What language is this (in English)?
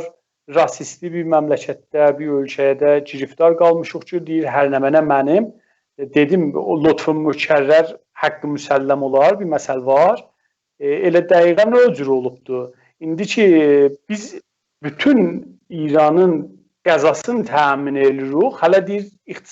South Azerbaijani